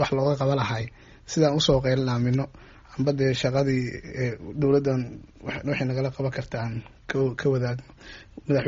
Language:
Somali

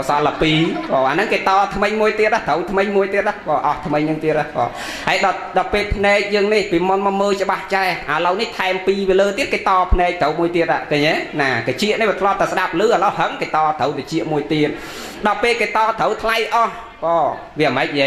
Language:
Khmer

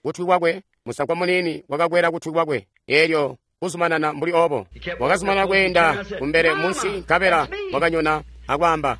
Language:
Tonga (Zambia)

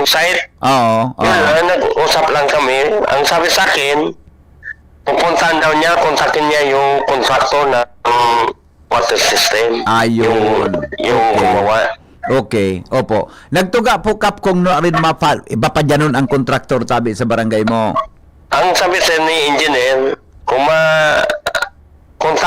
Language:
Bikol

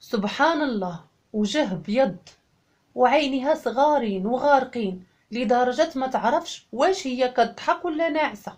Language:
Moroccan Arabic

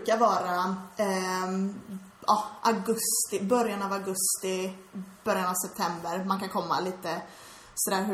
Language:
Swedish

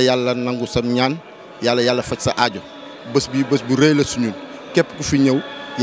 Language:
Wolof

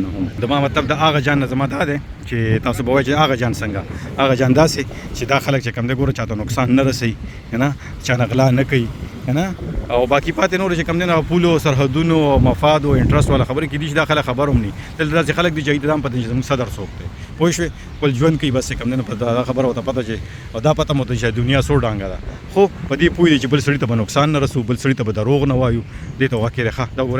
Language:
Pashto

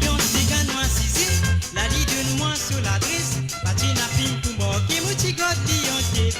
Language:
Morisyen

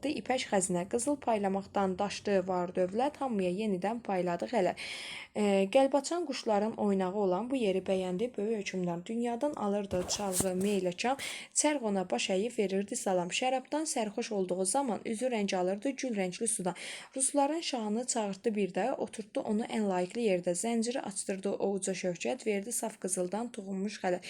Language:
Azerbaijani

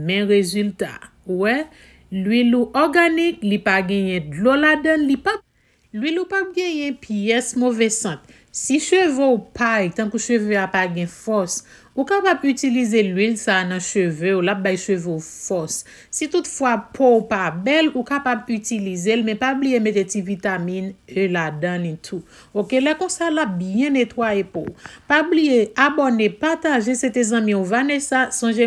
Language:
Haitian Creole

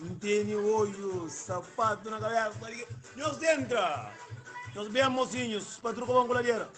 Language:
Kabuverdianu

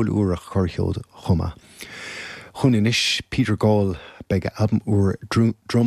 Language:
Irish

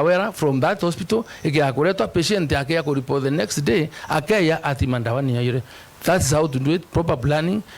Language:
Meru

